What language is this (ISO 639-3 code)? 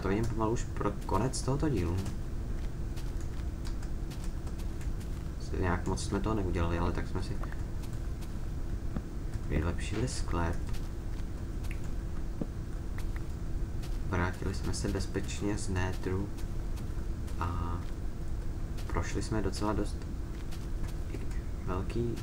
ces